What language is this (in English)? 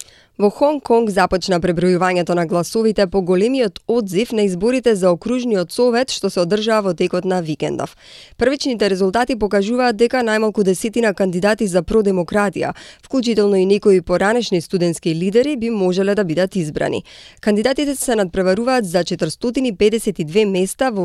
Macedonian